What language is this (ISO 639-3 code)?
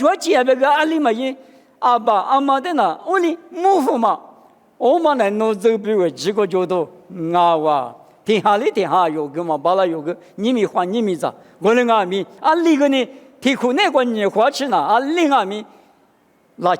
lis